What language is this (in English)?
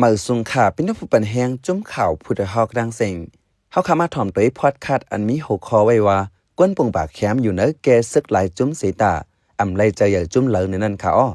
Shan